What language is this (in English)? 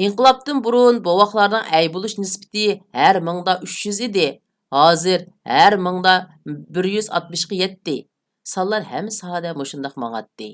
Uyghur